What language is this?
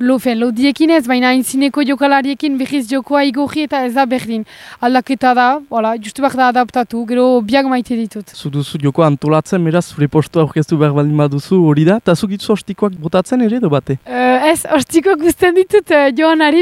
Basque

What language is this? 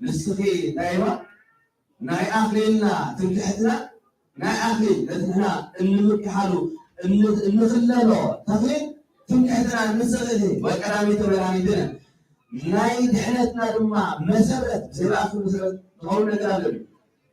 Tigrinya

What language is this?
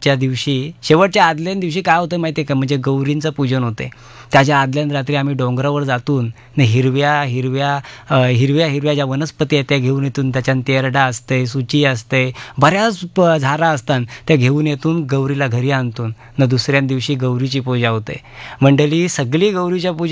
Marathi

